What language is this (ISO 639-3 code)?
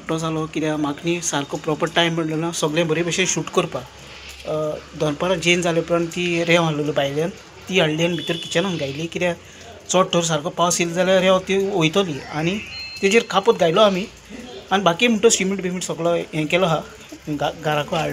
kok